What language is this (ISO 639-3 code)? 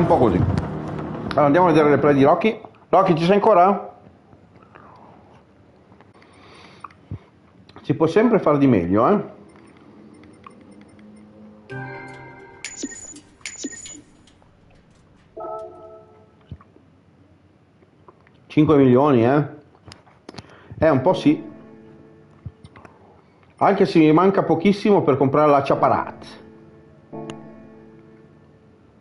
ita